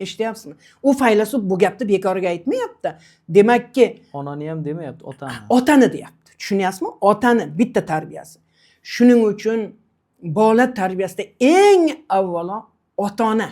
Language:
Uzbek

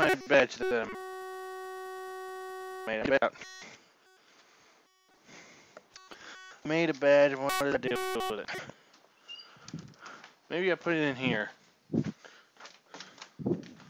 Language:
English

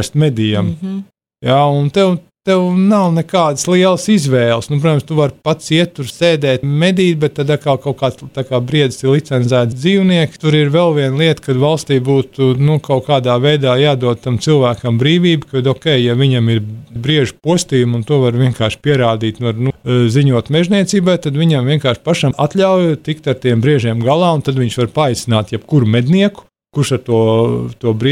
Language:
Latvian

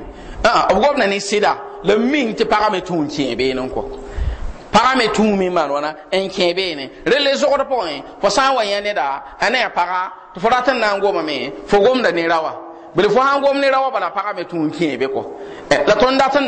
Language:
Mossi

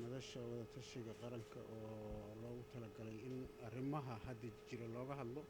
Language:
Somali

